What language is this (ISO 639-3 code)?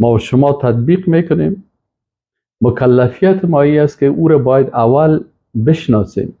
fas